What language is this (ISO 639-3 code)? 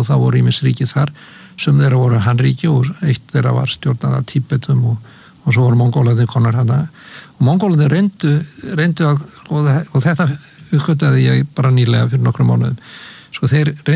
isl